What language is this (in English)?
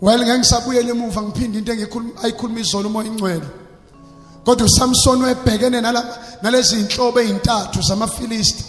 Zulu